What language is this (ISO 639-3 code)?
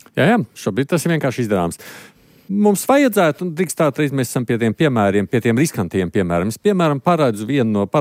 lav